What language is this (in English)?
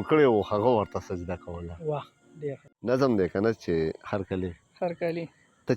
Pashto